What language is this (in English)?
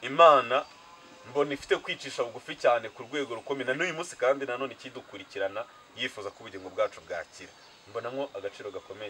Kinyarwanda